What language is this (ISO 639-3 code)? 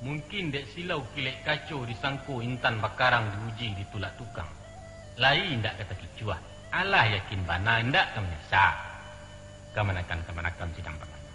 min